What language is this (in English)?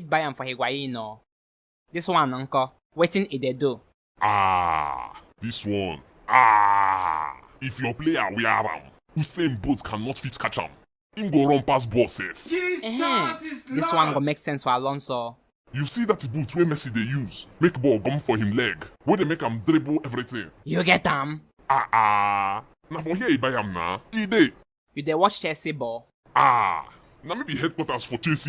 Nigerian Pidgin